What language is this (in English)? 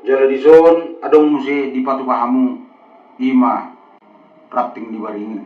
Batak Toba